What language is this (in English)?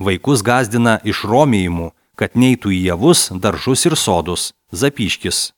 Lithuanian